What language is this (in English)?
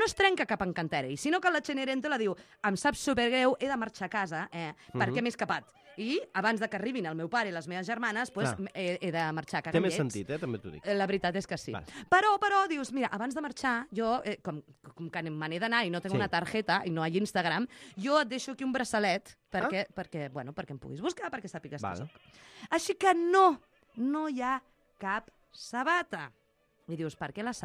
Catalan